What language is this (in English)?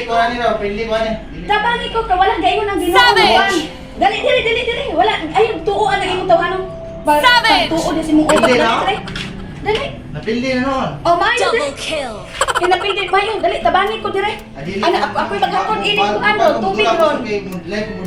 Cebuano